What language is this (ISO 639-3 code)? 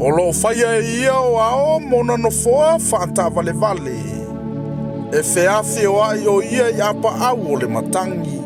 smo